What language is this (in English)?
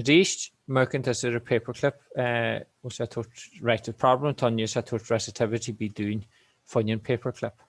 Irish